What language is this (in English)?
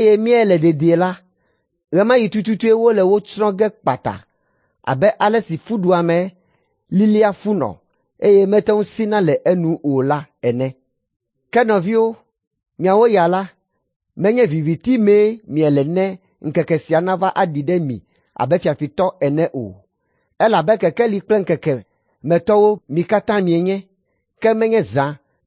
Ewe